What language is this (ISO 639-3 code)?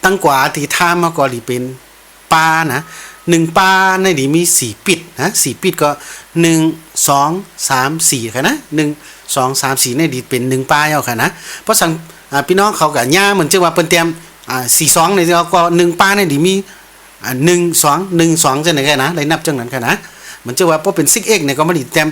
shn